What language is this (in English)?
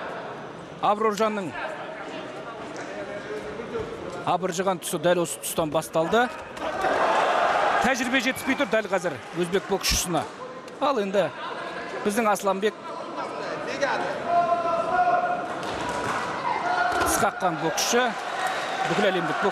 Kazakh